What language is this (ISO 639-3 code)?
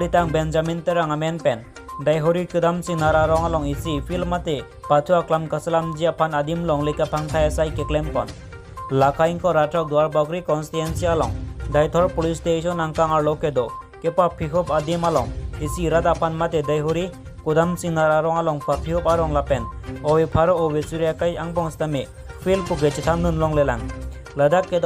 mjw